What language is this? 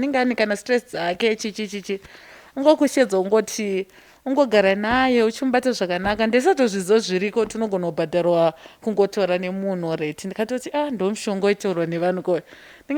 Shona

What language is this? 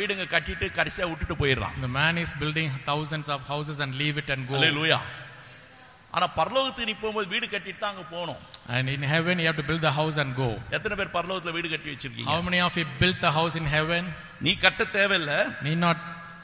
Tamil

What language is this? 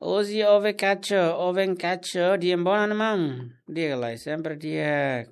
Tetum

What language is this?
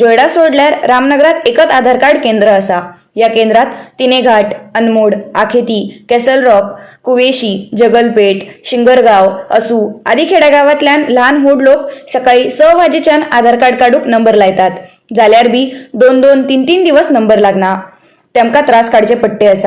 Konkani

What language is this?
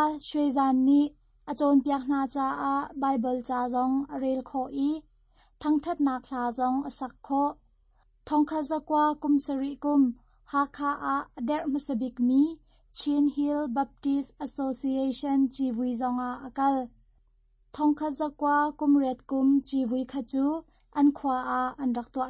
Hakha Chin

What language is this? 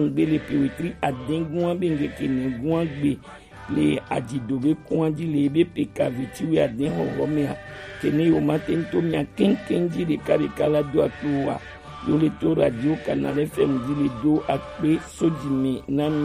Gen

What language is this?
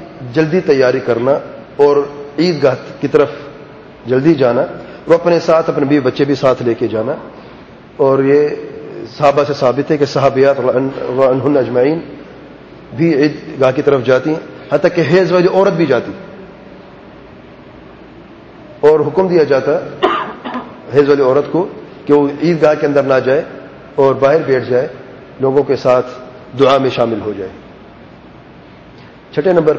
Urdu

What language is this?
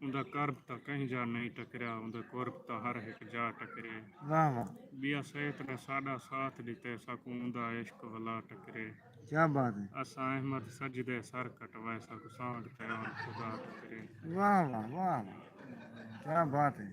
Saraiki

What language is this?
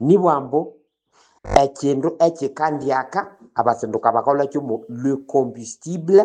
Nande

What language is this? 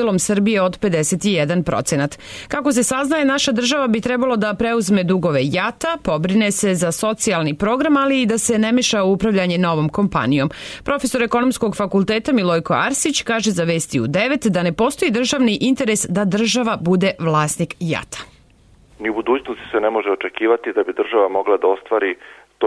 Serbian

